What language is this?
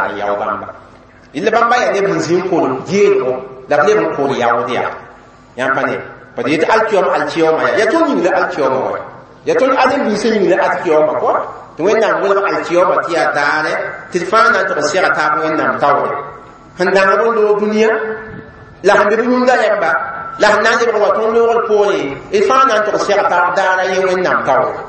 Mossi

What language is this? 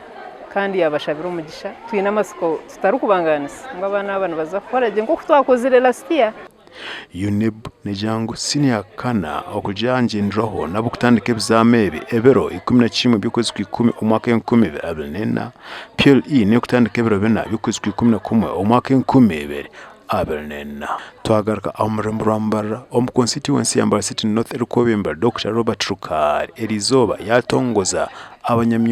Nyankole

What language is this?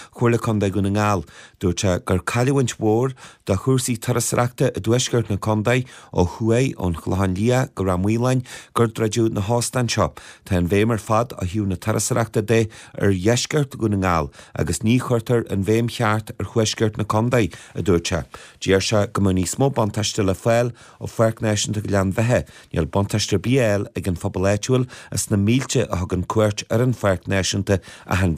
Irish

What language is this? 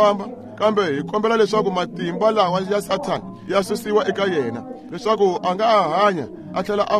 Tsonga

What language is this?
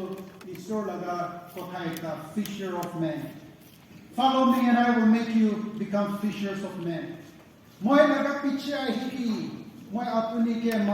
Naga Pidgin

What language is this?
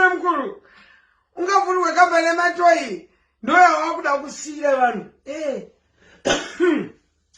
Shona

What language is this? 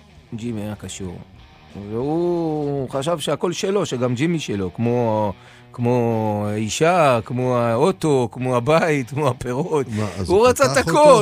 Hebrew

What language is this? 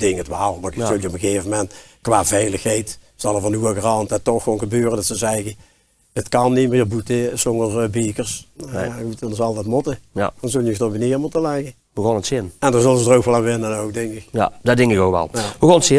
Limburgish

